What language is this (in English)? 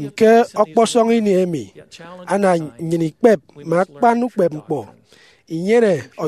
Efik